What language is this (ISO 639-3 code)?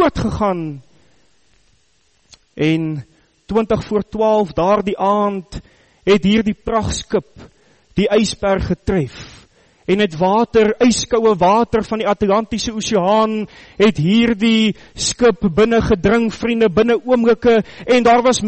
afr